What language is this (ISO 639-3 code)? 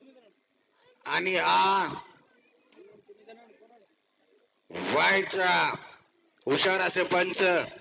mar